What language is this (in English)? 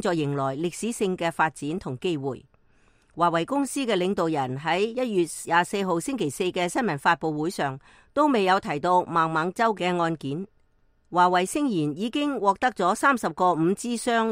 Cantonese